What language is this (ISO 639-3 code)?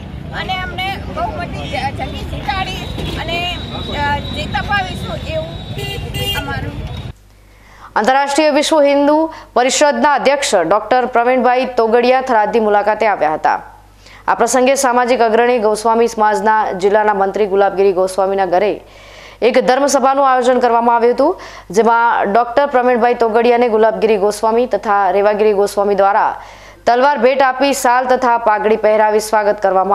guj